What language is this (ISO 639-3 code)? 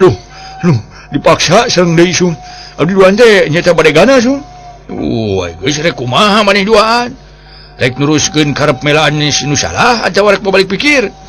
sun